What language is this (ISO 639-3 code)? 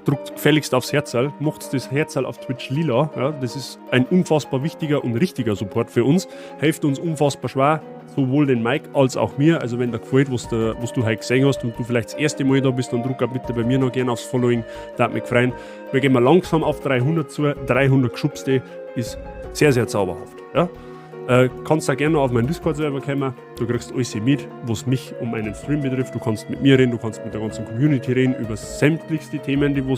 bar